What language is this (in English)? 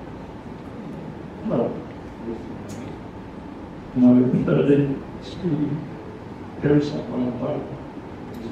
Polish